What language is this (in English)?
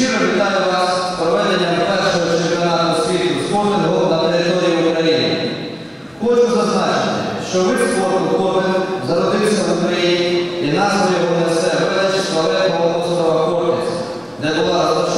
Ukrainian